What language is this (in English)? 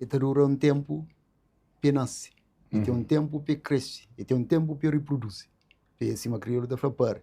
Kabuverdianu